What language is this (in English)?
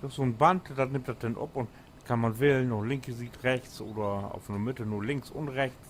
Low German